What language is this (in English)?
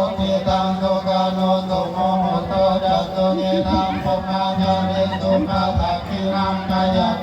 Northeastern Thai